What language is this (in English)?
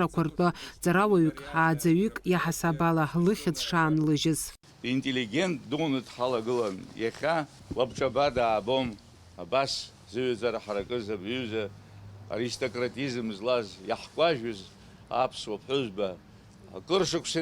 Abkhazian